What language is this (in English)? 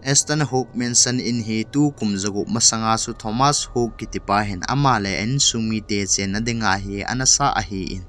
Thado Chin